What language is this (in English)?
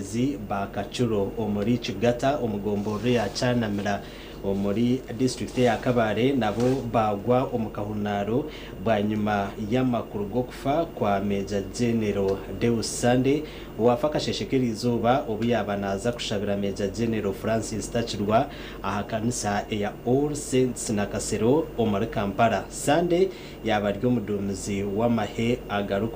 Nyankole